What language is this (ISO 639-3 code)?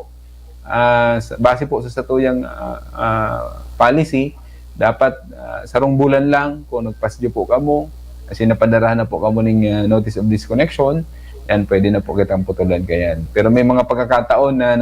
bik